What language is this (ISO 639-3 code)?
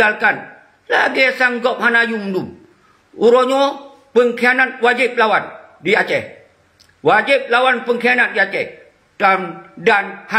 ace